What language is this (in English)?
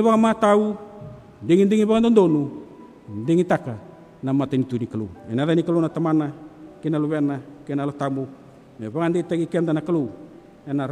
Fijian